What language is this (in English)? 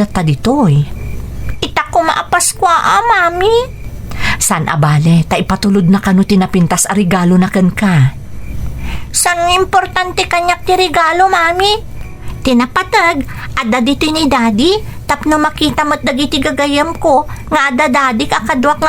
Iloko